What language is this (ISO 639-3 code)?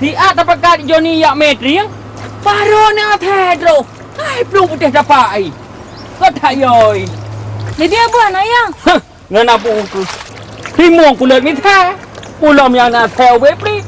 ace